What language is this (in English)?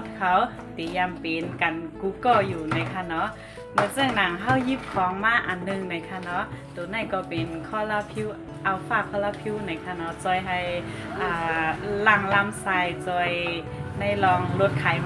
Shan